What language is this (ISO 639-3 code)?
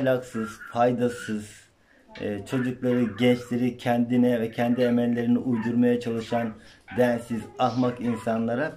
tur